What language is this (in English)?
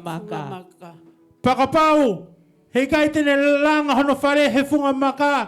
Tongan